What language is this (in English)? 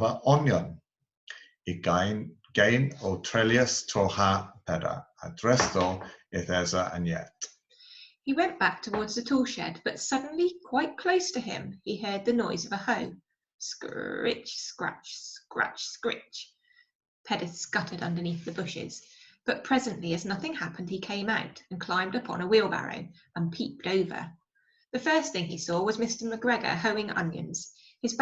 Cornish